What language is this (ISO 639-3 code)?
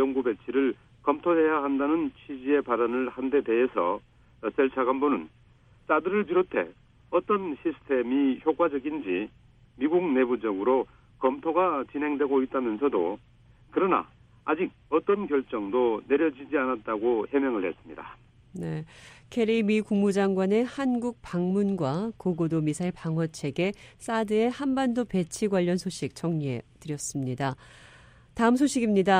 kor